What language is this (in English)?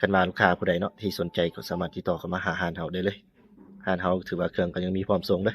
Lao